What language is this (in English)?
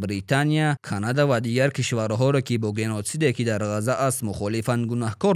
Tajik